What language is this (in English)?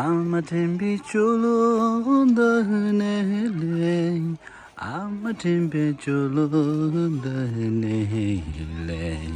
Tibetan